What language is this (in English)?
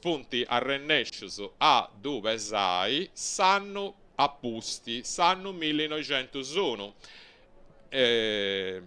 Sardinian